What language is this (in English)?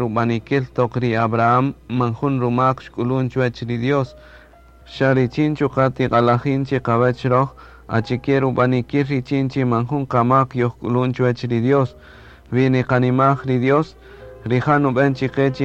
Kaqchikel